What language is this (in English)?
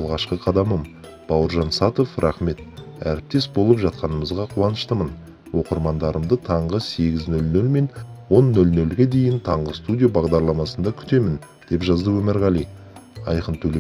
Kazakh